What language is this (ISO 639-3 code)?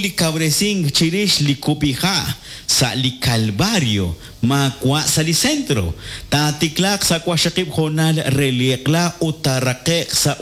kek